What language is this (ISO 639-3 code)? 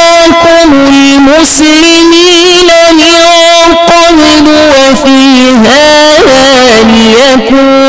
ful